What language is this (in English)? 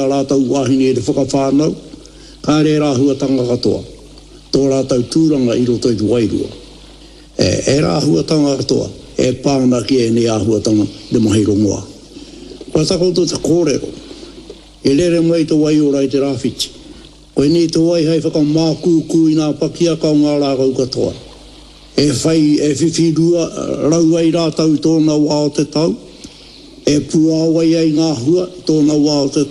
Māori